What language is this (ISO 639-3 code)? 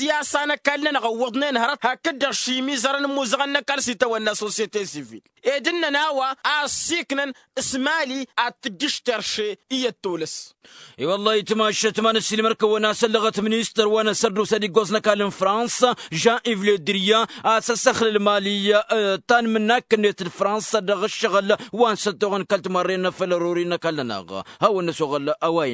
taq